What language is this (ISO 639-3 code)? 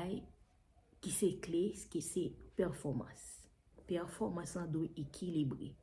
hat